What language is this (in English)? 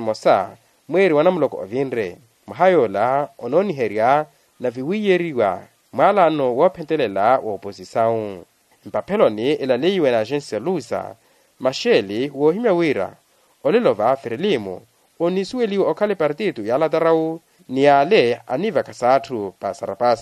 Makhuwa